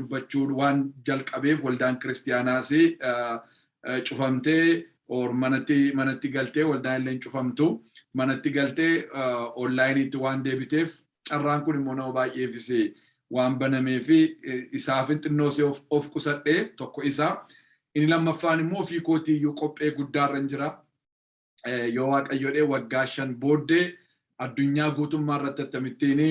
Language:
Oromo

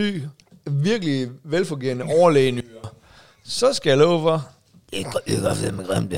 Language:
Danish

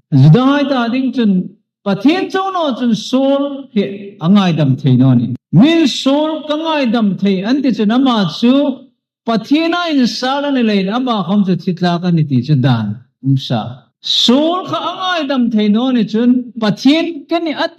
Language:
Hmar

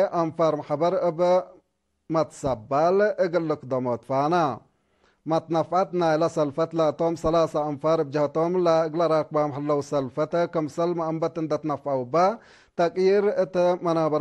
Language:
Tigre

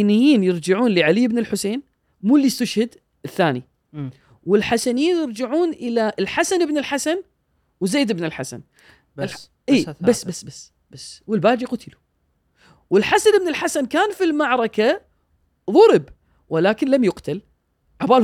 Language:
Gulf Arabic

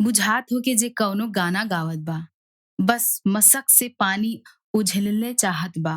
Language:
Bhojpuri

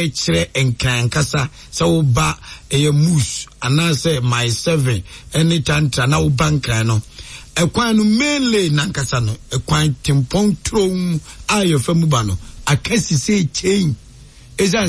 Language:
Akan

